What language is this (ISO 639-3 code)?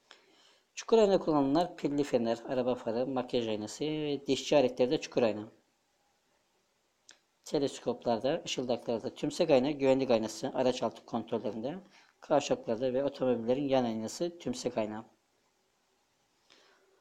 tur